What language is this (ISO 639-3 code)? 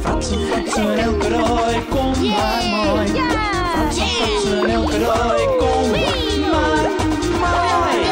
fry